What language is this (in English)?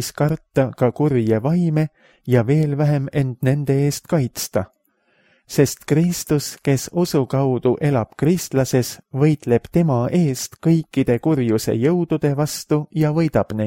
Estonian